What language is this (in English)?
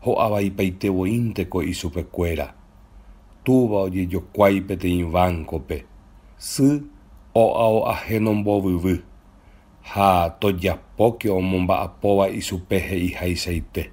Guarani